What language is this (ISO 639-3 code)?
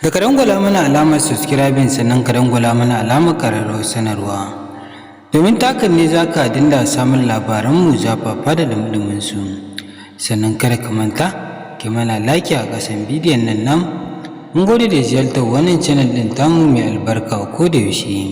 hau